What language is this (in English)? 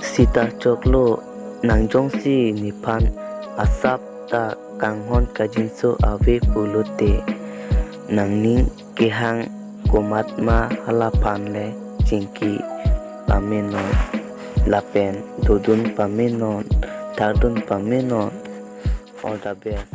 Karbi